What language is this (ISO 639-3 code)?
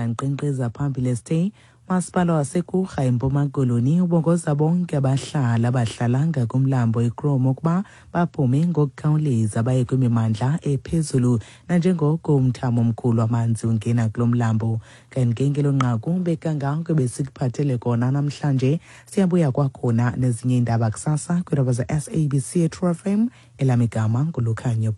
xho